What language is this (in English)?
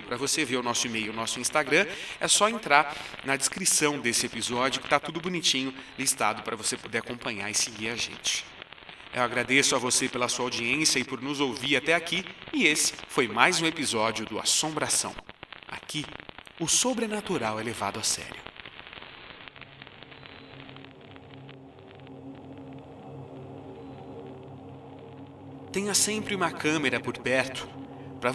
Portuguese